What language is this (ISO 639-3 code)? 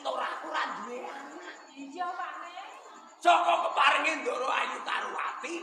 jav